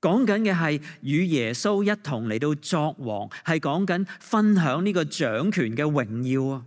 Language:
Cantonese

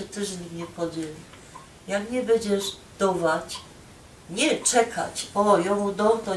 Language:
Silesian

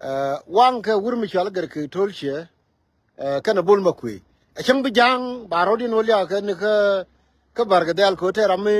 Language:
Nuer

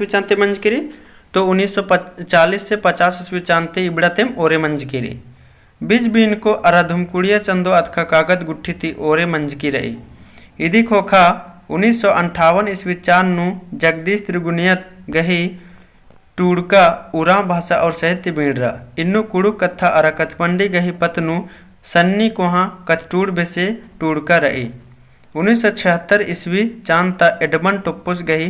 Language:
Kurukh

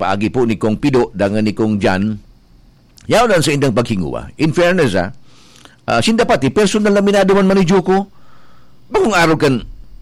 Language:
Bikol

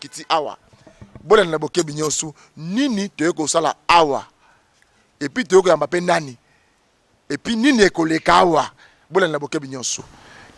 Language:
Lingala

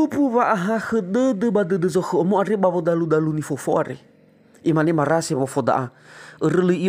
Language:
Nias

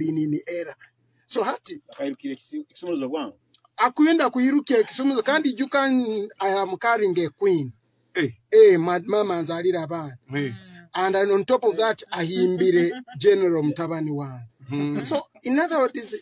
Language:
Nyoro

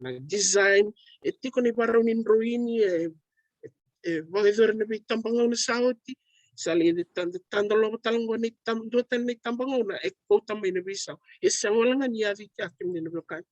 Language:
Fijian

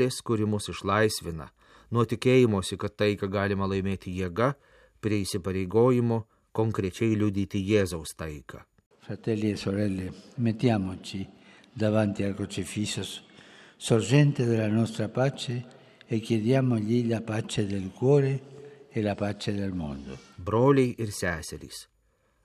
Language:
Lithuanian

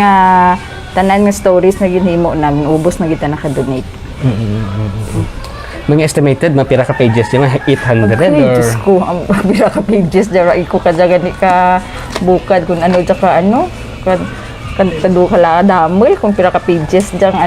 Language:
Kinaray-a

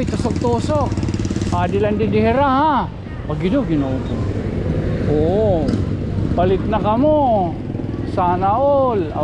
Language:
Waray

